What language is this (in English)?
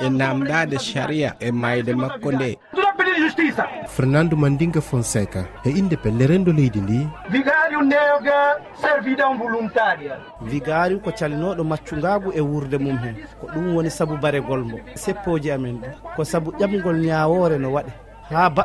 Fula